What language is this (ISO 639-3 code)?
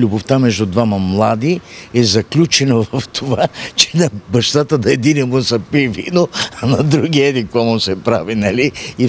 bul